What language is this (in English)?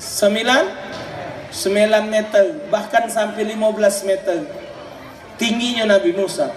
Musi